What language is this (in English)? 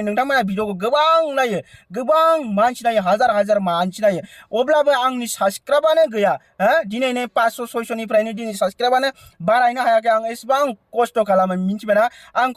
Bodo